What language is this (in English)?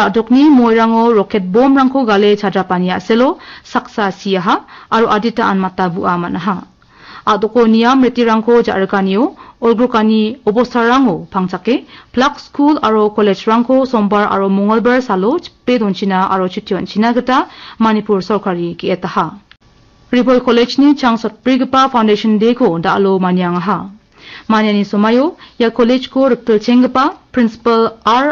Garo